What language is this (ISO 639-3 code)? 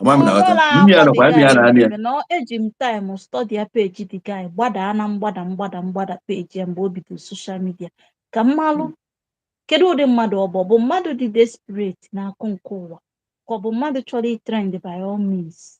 ibo